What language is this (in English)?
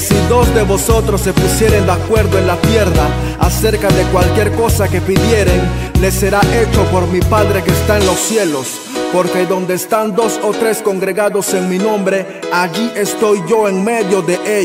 Spanish